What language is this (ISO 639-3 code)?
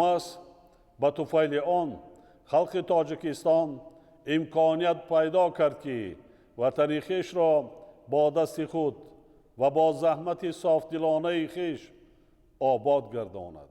tgk